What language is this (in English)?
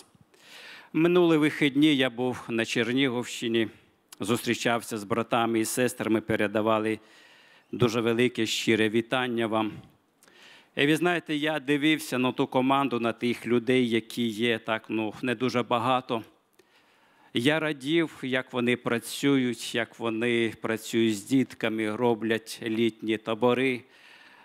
Ukrainian